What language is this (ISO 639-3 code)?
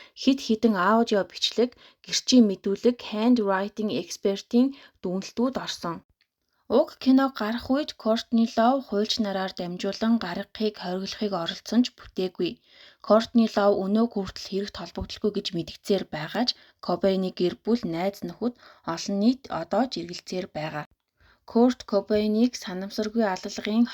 mon